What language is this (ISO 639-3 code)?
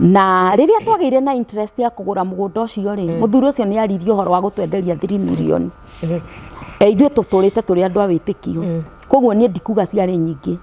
kik